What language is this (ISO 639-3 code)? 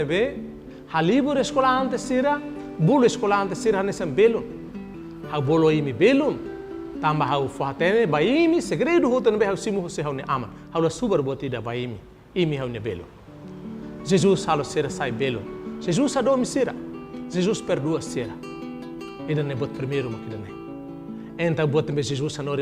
tet